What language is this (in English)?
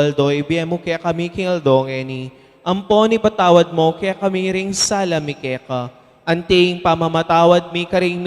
Pampanga